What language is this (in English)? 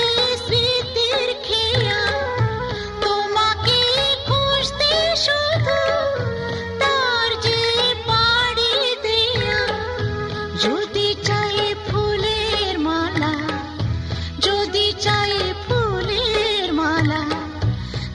Bangla